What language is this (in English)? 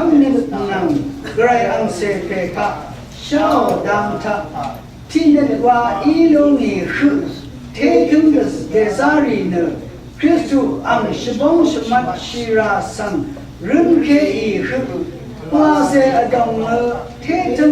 Rawang